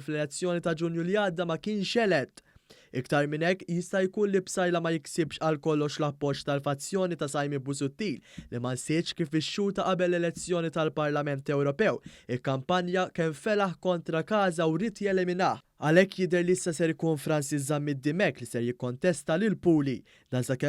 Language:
Maltese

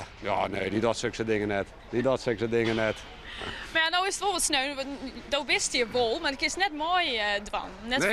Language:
Western Frisian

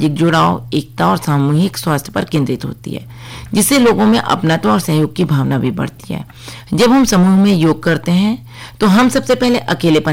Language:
Hindi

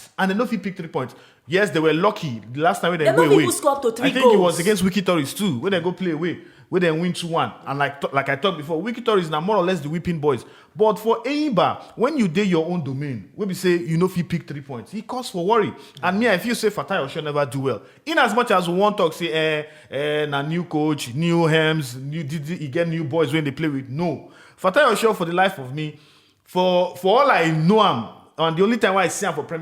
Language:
Nigerian Pidgin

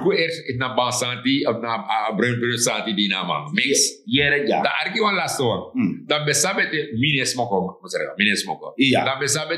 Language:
Sranan Tongo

